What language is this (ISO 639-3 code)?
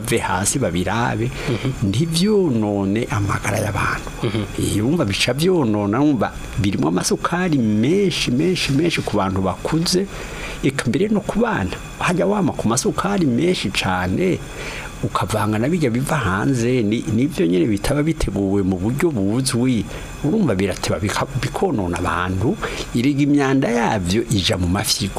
run